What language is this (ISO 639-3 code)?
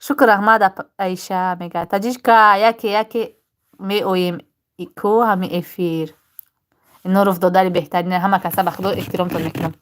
tgk